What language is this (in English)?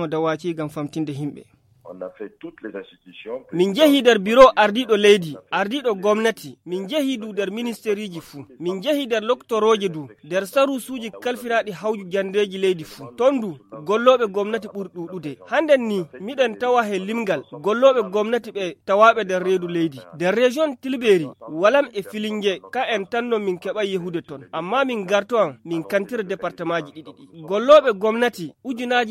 Nigerian Fulfulde